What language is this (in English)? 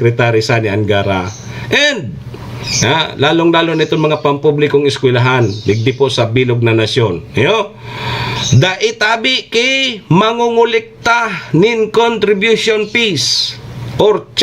Bikol